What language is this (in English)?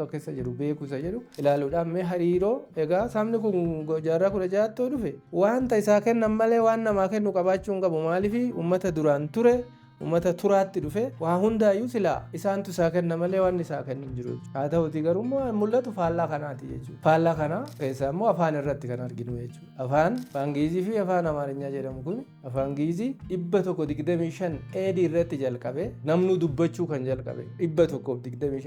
Oromo